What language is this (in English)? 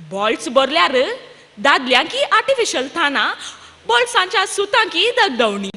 Konkani